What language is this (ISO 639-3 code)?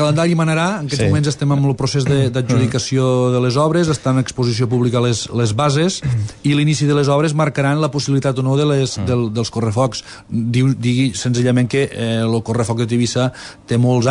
cat